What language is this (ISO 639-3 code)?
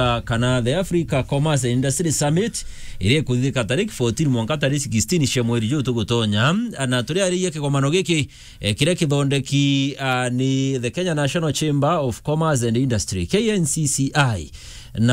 mer